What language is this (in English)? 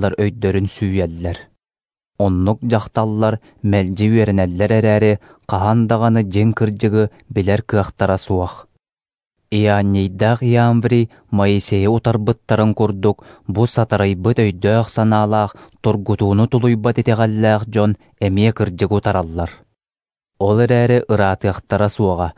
Yakut